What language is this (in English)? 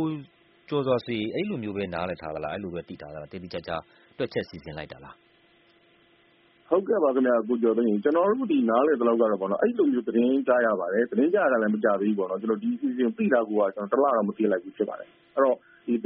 Burmese